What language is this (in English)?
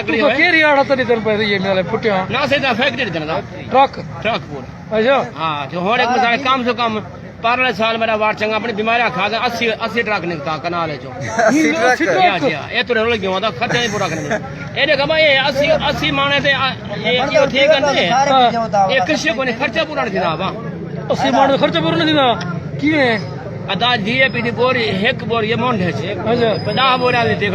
Saraiki